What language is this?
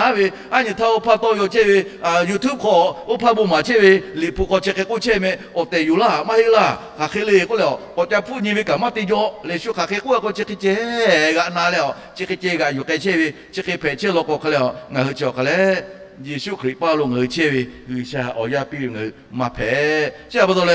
Lahu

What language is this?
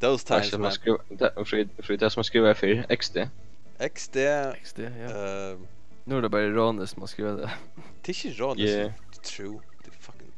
Faroese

